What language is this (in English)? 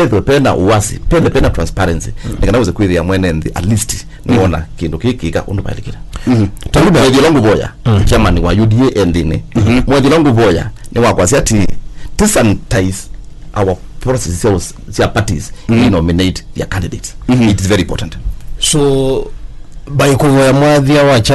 Kamba